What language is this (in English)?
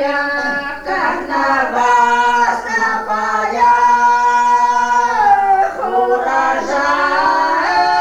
Ukrainian